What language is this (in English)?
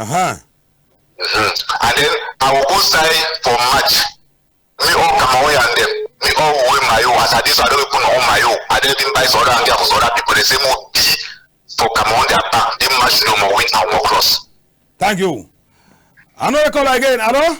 Cameroon Pidgin